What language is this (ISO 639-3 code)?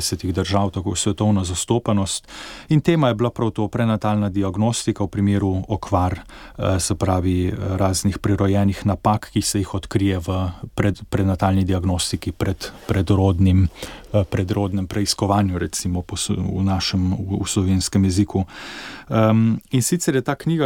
slv